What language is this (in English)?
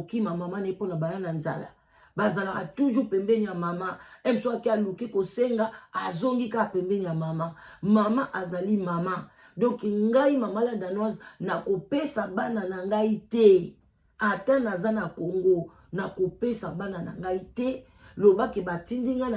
Lingala